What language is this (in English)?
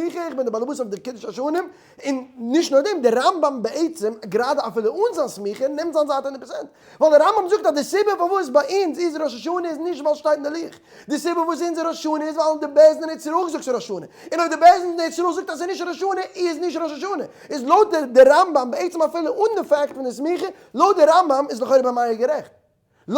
Yiddish